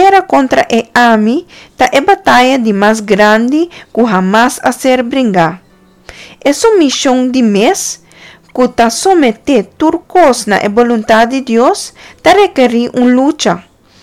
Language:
Papiamento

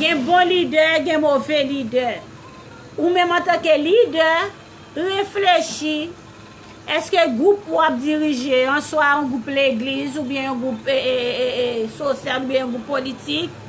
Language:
Haitian Creole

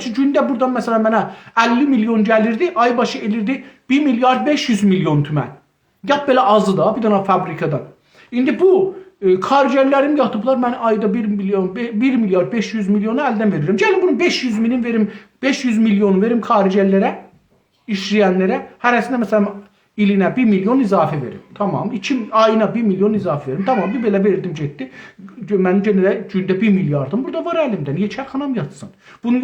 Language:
South Azerbaijani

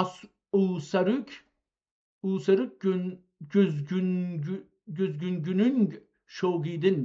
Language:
South Azerbaijani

